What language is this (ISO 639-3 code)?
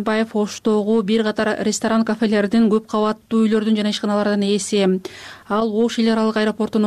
kir